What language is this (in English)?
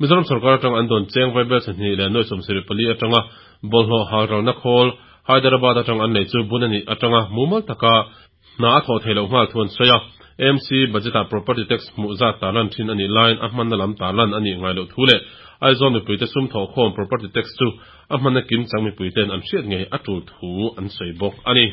Mizo